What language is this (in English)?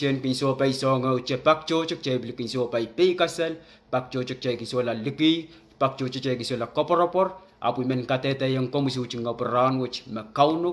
Pohnpeian